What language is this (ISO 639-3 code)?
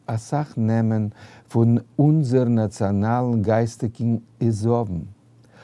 yid